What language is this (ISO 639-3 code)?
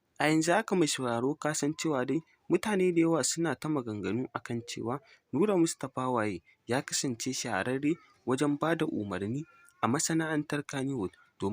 hau